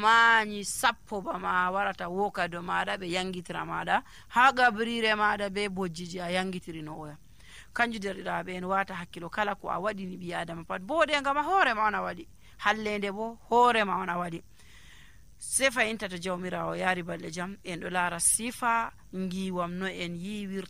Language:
Nigerian Fulfulde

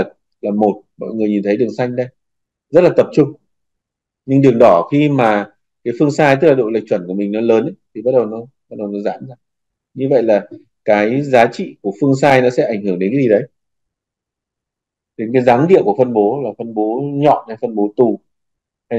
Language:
Vietnamese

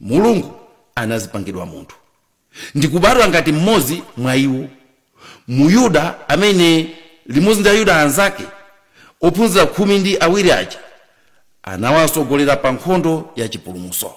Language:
Nyanja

